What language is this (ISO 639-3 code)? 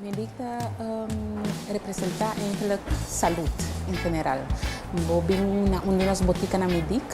pap